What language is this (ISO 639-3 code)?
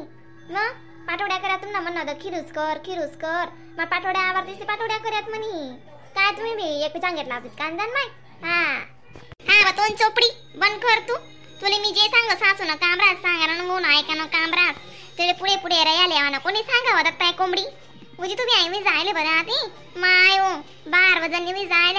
khn